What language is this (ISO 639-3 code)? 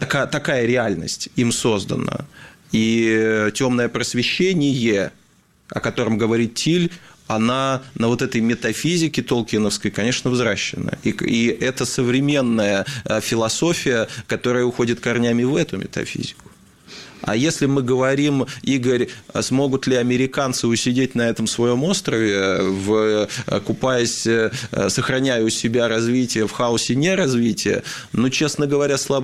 rus